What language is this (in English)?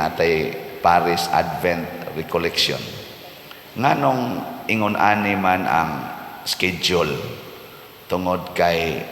Cebuano